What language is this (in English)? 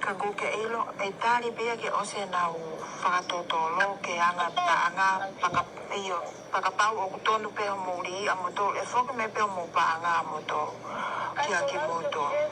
Tongan